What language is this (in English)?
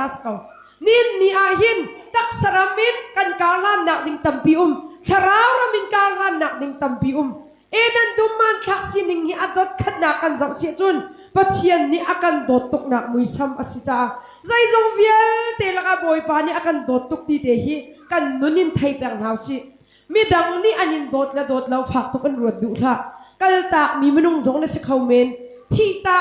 Hakha Chin